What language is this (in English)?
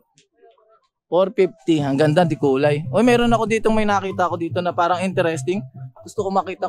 Filipino